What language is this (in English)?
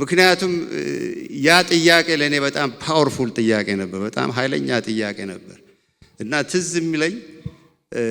Amharic